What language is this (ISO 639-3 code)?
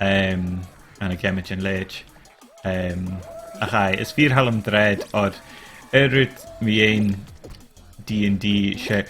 gla